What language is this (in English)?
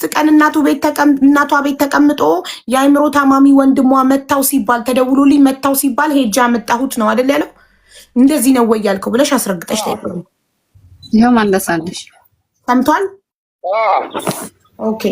Amharic